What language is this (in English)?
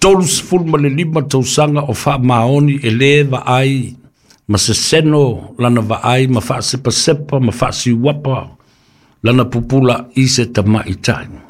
Samoan